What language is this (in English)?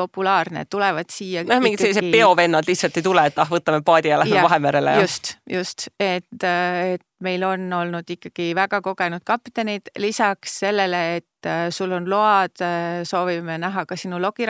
Estonian